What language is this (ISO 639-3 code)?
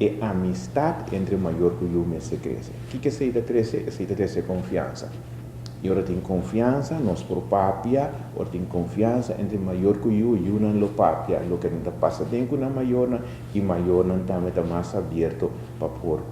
pap